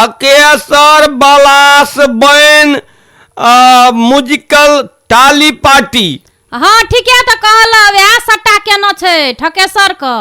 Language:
Maithili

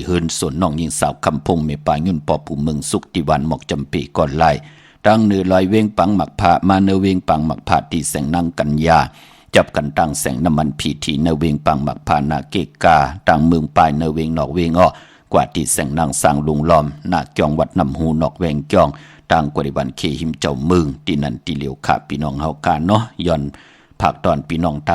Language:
Shan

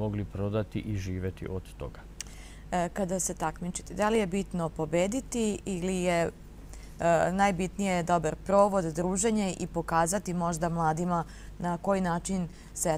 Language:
Serbian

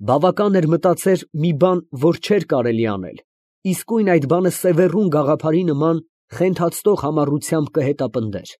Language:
Armenian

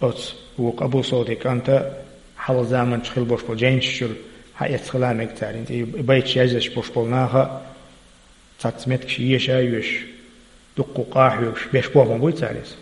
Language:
Chechen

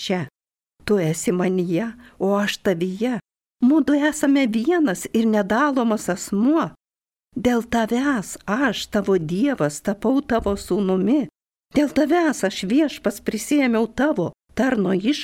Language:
Lithuanian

